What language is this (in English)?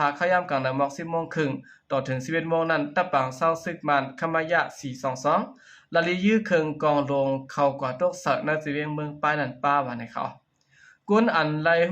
Shan